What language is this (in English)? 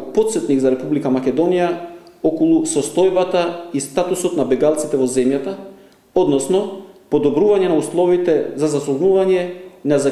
Macedonian